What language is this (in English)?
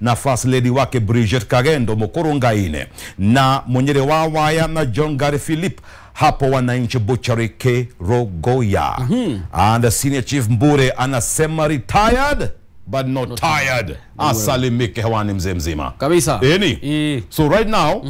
Kikuyu